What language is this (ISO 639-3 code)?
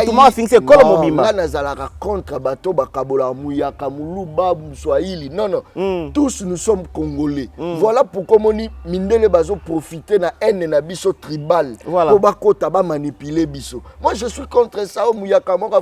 lin